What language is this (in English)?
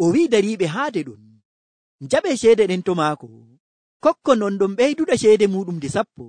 Nigerian Fulfulde